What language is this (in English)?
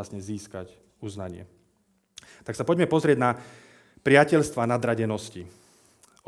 Slovak